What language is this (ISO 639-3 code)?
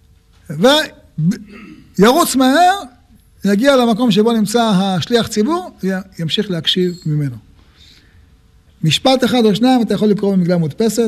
heb